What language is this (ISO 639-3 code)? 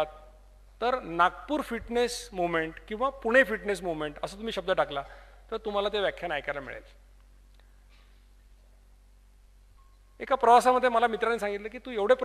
mar